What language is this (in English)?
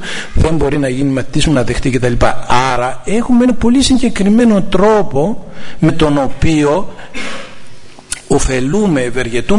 Greek